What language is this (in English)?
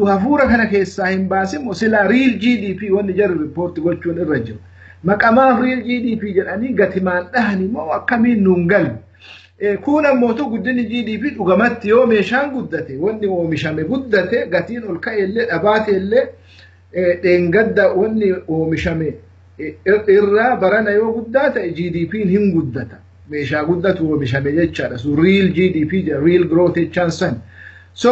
Oromo